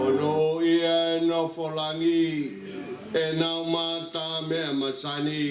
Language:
Tongan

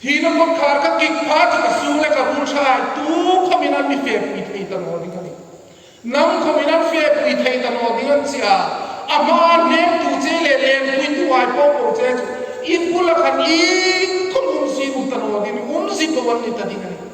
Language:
Hmar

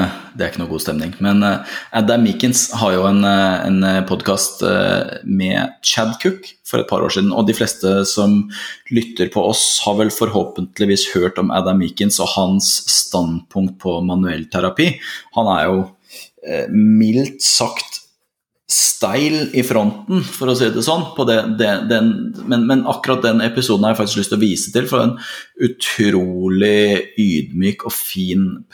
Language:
Norwegian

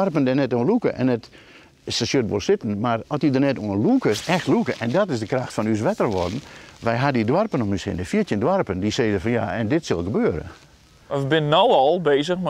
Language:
Western Frisian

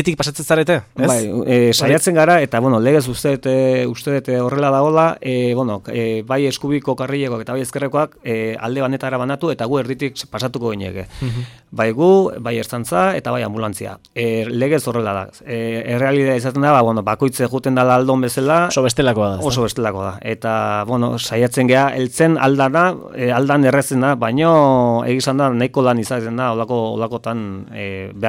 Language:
Basque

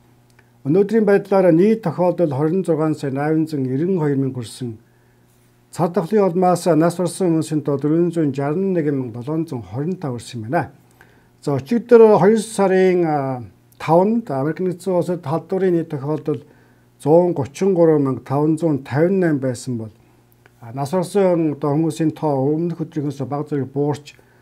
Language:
Mongolian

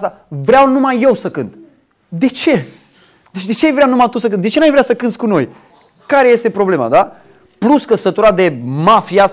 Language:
Romanian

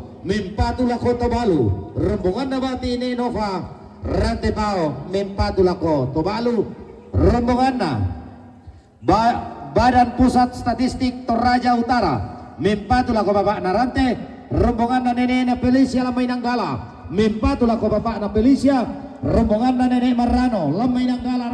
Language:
Toraja-Sa'dan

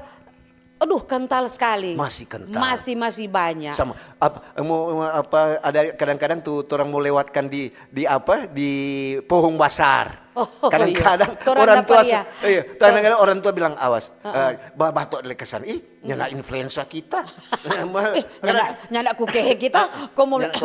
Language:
Manado Malay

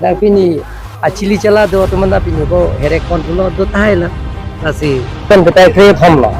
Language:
Karbi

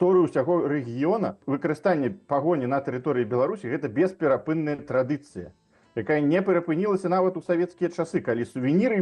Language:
Belarusian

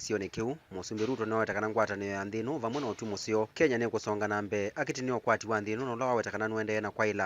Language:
Kamba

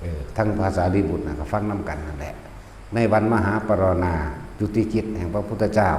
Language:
Northeastern Thai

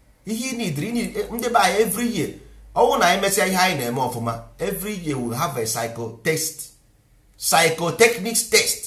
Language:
Igbo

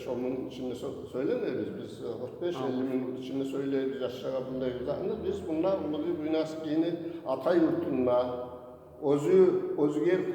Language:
Kumyk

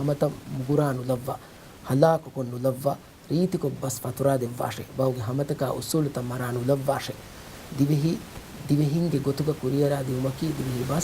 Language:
Divehi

